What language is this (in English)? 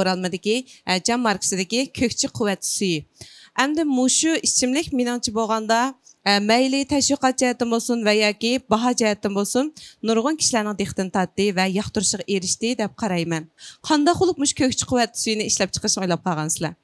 Uyghur